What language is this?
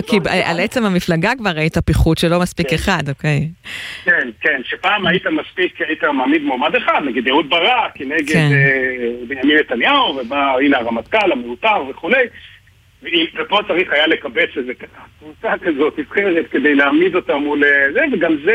Hebrew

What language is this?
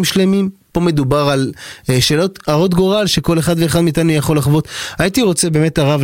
Hebrew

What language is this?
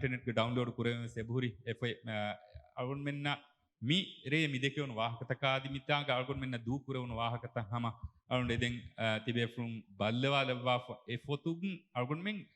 Divehi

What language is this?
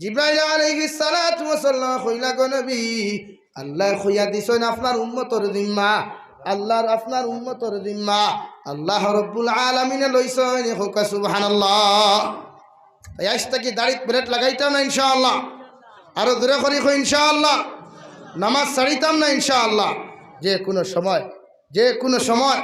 Sylheti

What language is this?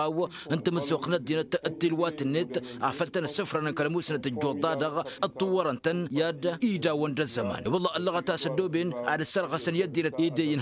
Tamasheq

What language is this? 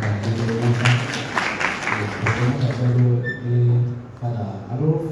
Tswana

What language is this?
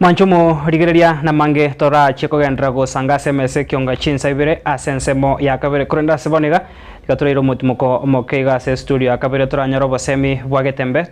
Gusii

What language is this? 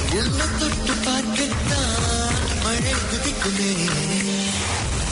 Tamil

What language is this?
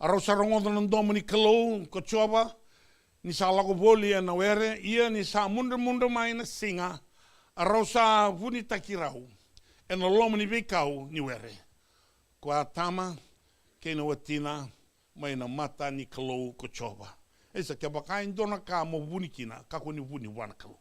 Fijian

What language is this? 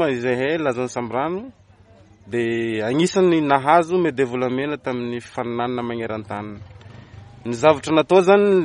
Malagasy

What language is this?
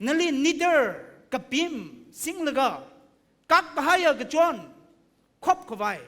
Tangkhul Naga (India)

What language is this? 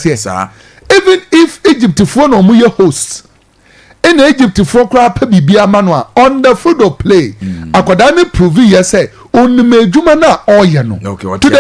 Akan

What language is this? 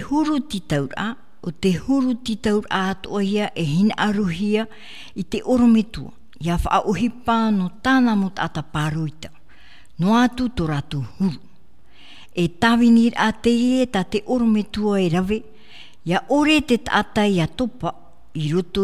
Tahitian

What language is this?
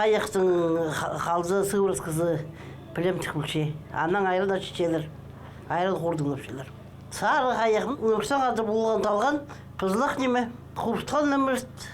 Khakas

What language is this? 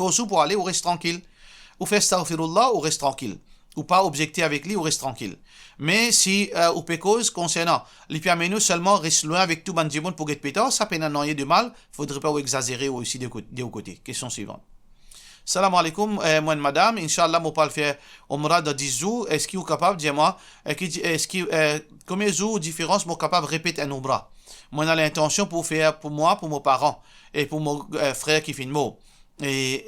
Morisyen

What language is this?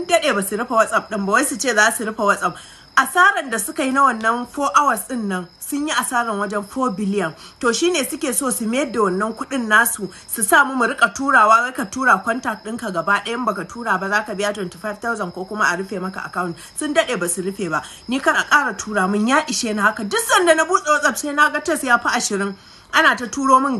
Hausa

